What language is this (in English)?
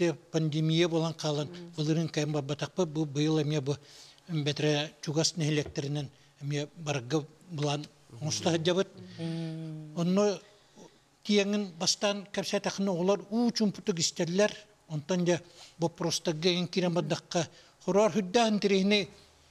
Yakut